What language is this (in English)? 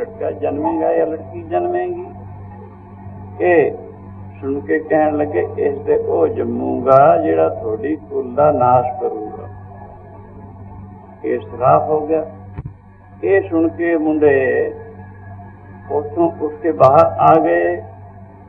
Punjabi